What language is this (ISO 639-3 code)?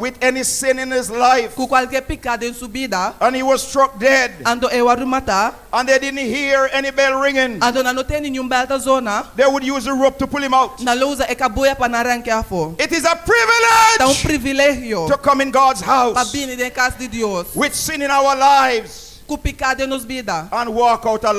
pap